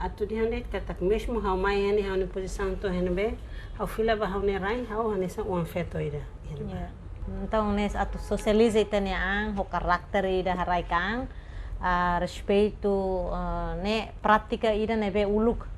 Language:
Tetum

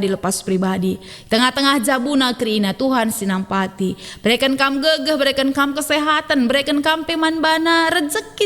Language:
Batak Karo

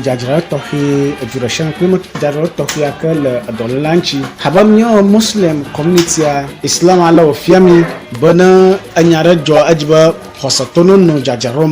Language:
Ewe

